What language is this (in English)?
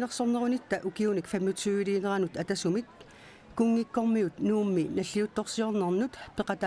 Kalaallisut